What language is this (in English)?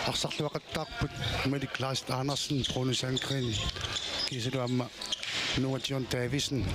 Kalaallisut